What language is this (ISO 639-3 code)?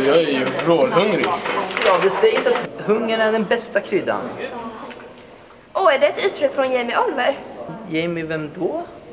swe